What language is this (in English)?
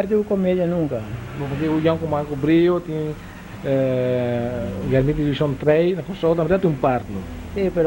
Papiamento